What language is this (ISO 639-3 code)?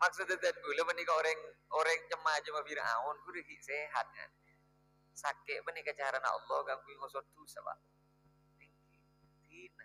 mad